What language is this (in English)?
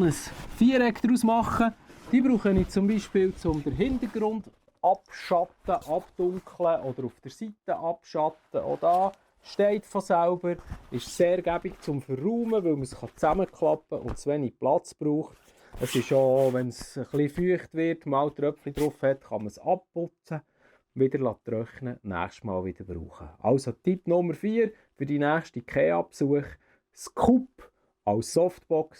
Swiss German